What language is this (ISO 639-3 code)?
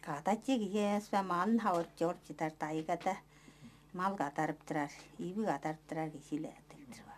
tyv